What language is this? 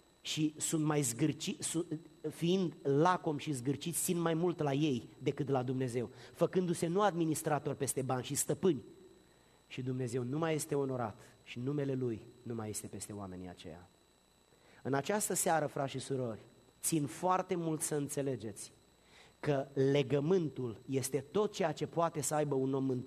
Romanian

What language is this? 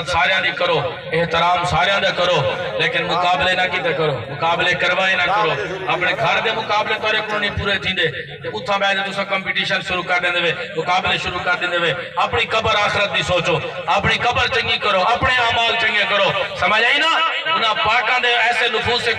Saraiki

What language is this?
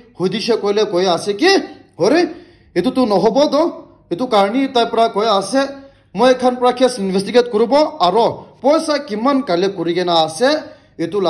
Naga Pidgin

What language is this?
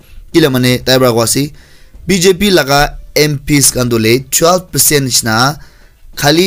Naga Pidgin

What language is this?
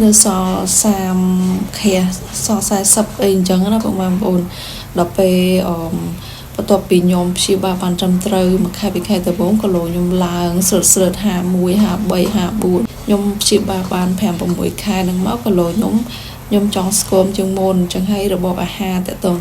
Khmer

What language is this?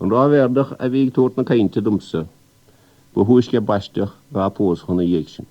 Irish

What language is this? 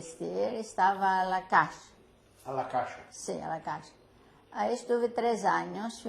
Ladino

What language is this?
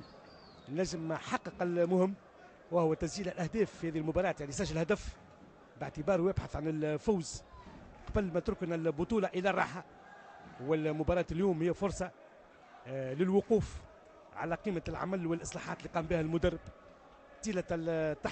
Tunisian Arabic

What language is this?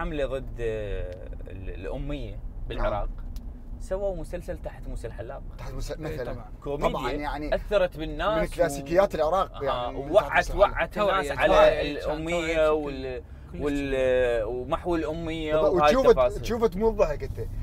Mesopotamian Arabic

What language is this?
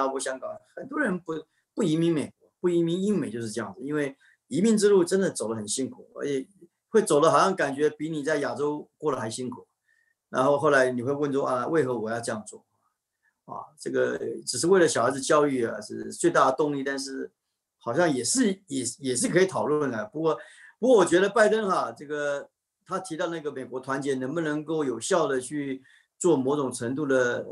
Chinese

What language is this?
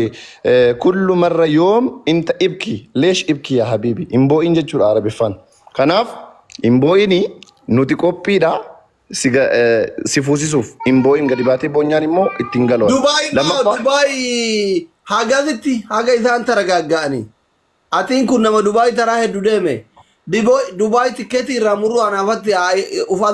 Oromo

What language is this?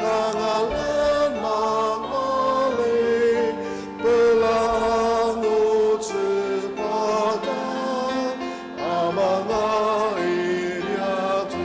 Ao Naga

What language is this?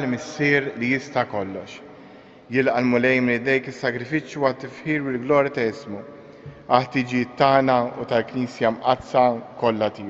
Maltese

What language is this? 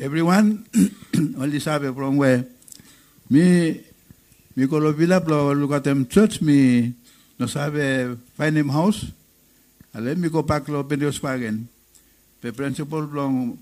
Bislama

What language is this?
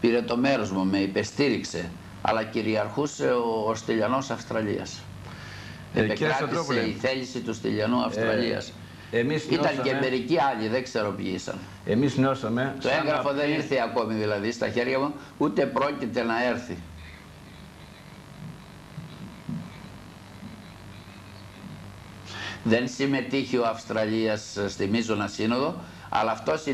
Greek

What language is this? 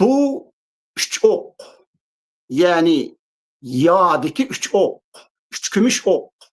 Uyghur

